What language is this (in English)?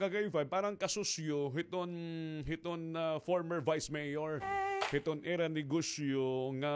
Waray